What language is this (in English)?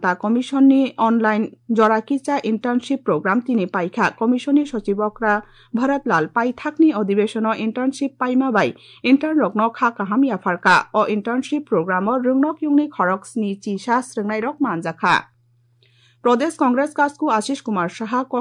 Kok Borok